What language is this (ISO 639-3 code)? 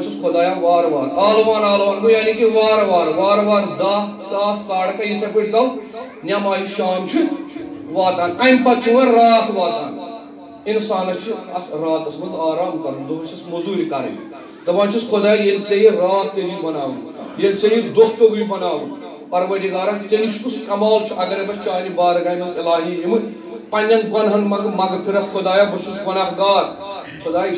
kas